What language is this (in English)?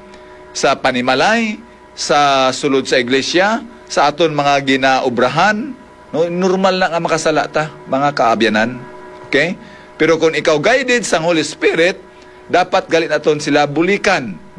Hiligaynon